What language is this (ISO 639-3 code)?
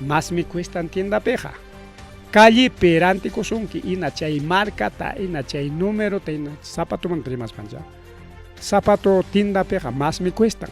quy